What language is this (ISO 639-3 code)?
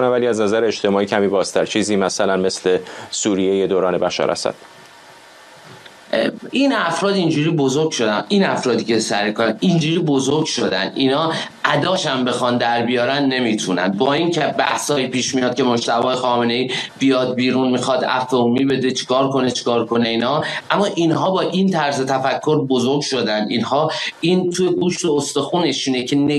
fas